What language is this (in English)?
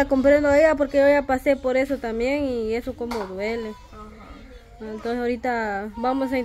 Spanish